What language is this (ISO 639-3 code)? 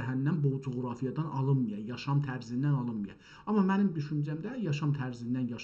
azb